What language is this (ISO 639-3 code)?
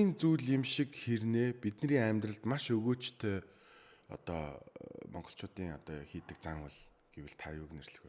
mon